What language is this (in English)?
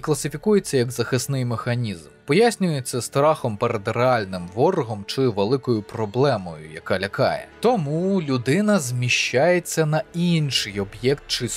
Ukrainian